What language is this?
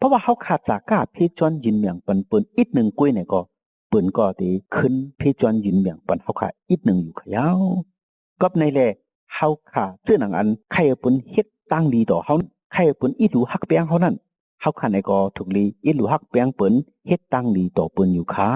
Shan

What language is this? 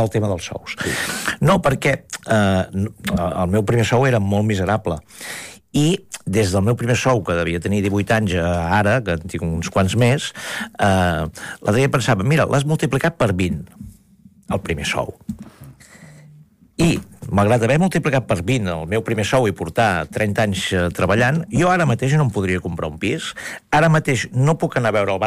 Catalan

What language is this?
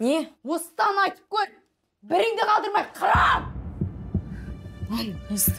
Kazakh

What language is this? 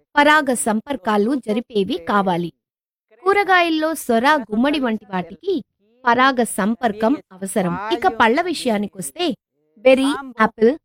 Telugu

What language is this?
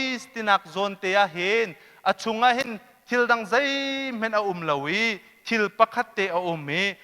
Hakha Chin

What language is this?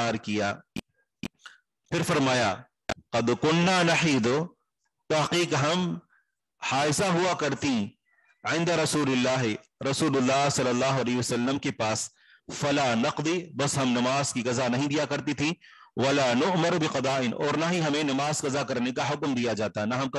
Urdu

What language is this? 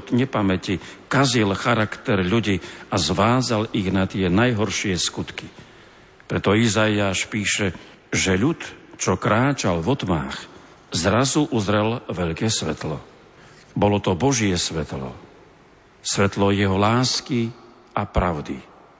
Slovak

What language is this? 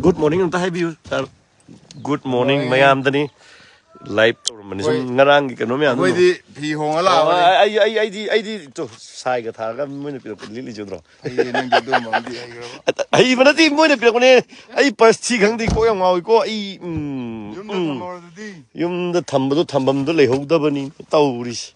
Manipuri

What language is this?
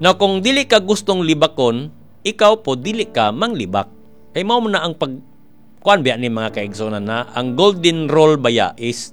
Cebuano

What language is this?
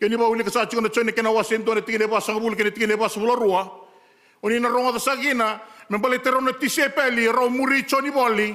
Fijian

